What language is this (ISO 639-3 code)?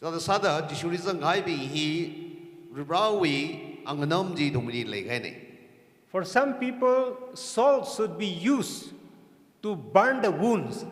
nmf